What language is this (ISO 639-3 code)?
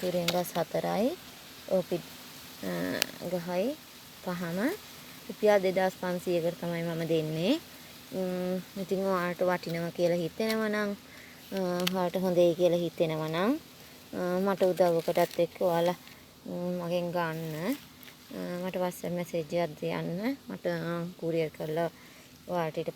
sin